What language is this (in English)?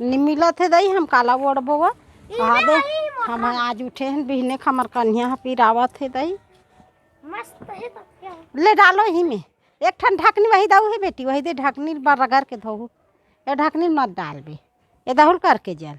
Chhattisgarhi